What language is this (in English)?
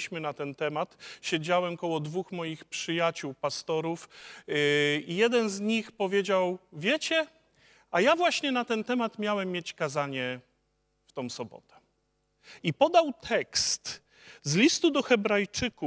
Polish